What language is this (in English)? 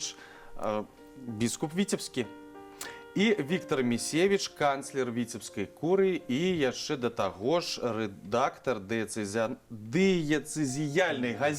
Belarusian